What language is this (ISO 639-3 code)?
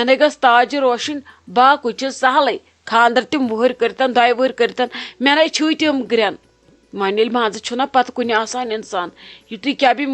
kas